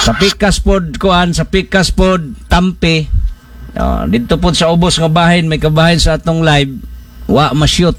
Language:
Cebuano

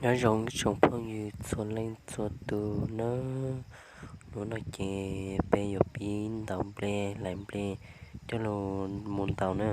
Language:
Hmong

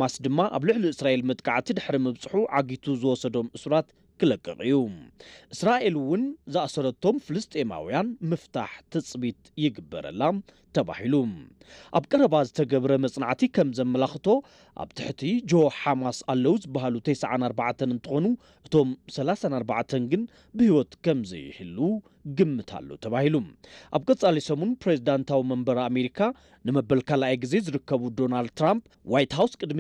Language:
Tigrinya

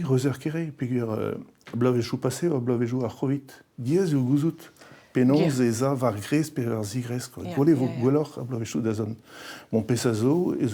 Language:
Breton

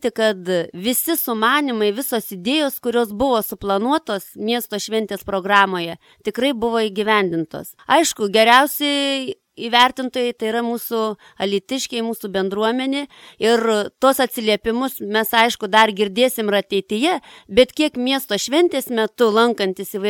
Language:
Lithuanian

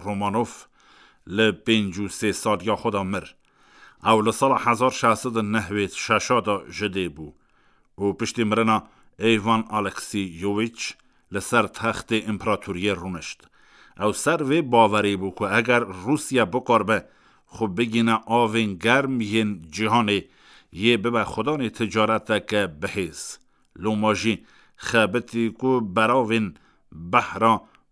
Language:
Kurdish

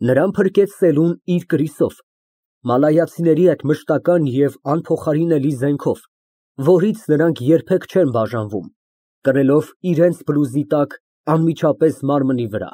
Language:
Armenian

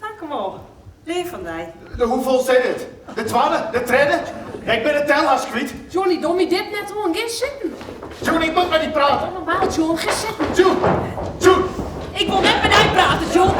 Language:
Western Frisian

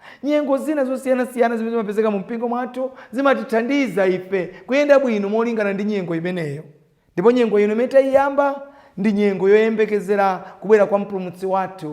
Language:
Nyanja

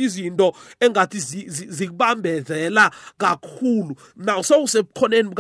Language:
South Ndebele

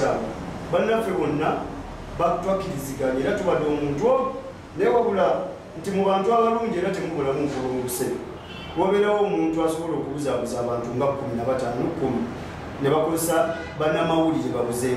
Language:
Ganda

